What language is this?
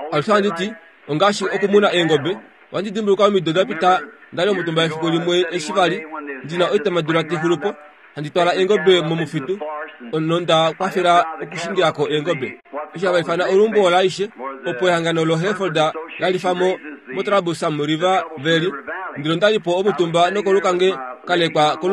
Kuanyama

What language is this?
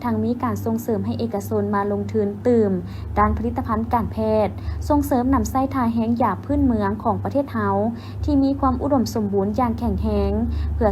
Lao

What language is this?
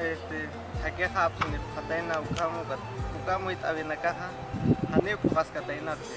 Aymara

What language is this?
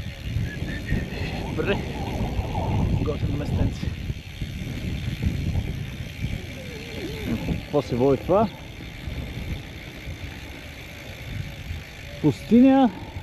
Bulgarian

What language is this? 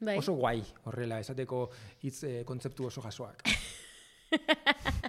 Basque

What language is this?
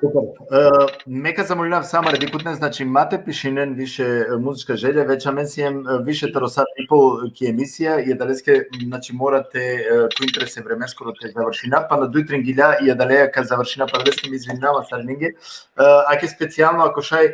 Balkan Romani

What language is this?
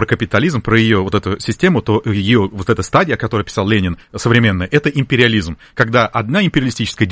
Russian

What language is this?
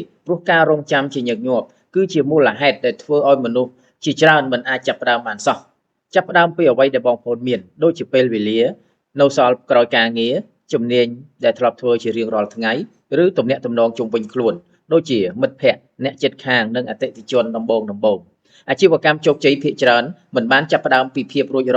Khmer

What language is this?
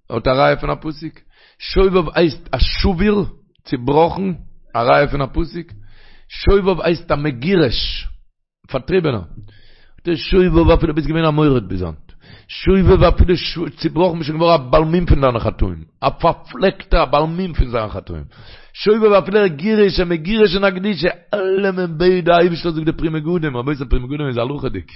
Yiddish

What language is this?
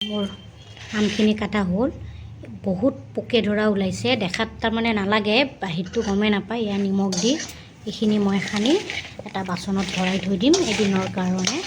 Assamese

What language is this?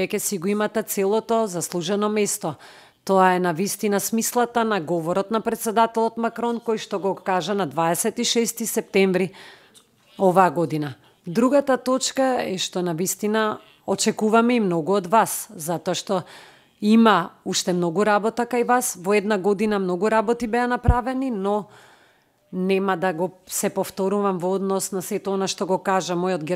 Macedonian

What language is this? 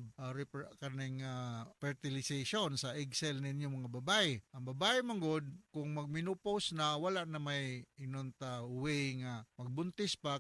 Cebuano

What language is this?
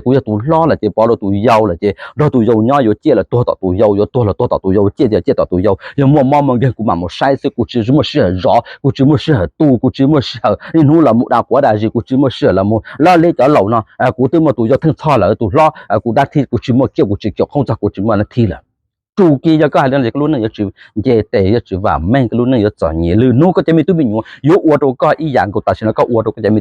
Hmong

